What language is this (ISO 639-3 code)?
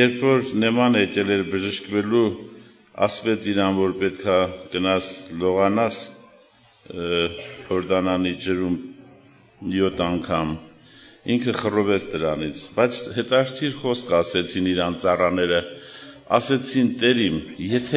hye